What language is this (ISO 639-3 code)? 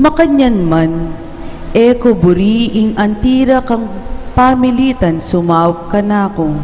pam